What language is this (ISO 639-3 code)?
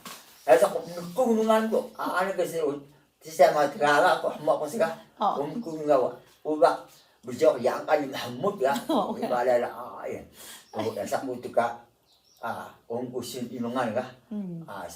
tay